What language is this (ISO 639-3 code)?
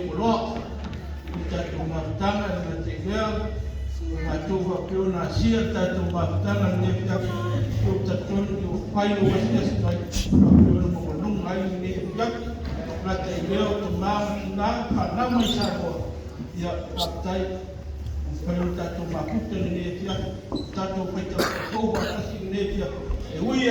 smo